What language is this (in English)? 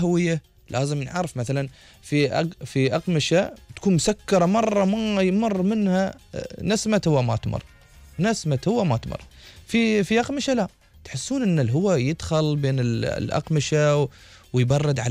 Gulf Arabic